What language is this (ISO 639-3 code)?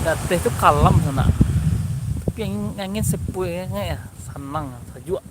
min